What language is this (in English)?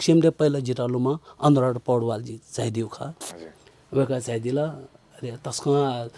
Newari